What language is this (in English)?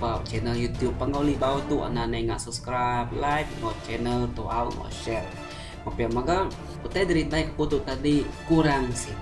Iban